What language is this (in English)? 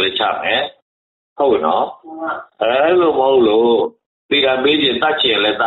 Burmese